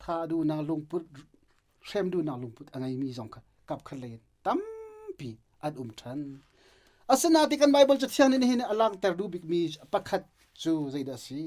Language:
Hakha Chin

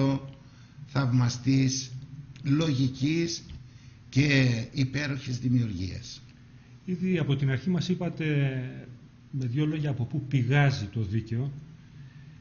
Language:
Greek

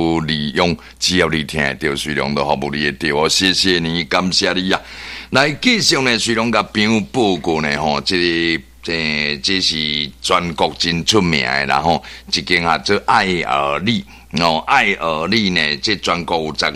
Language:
Min Nan Chinese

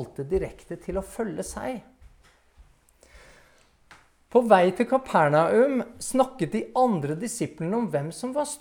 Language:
Norwegian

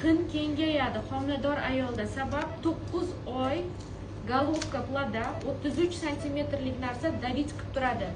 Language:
Uzbek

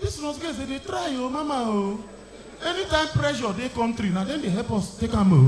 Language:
Nigerian Pidgin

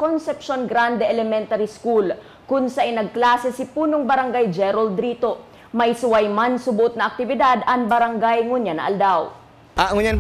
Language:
Bikol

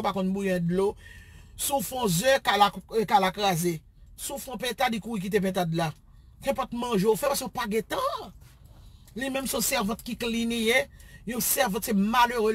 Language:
Haitian Creole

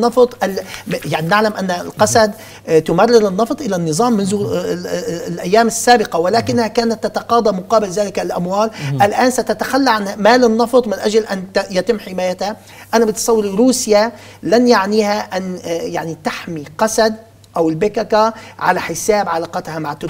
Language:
Arabic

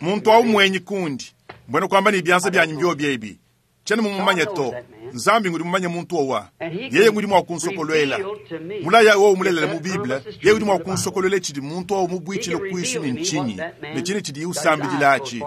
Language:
Luba-Lulua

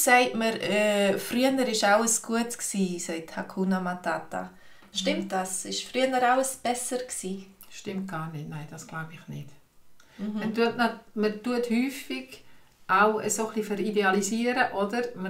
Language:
Swiss German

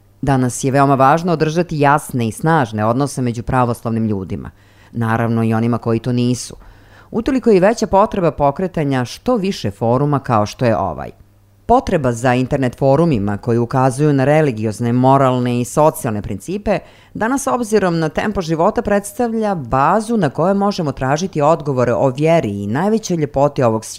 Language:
Serbian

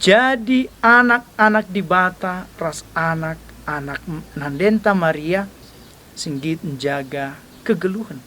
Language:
Batak Karo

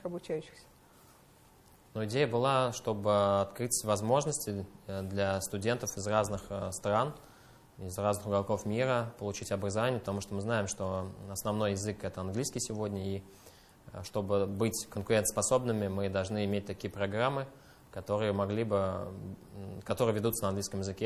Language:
Russian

